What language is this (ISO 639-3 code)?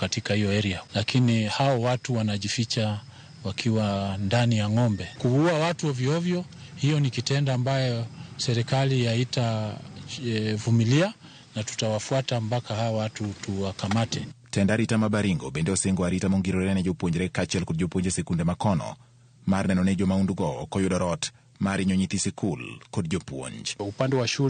luo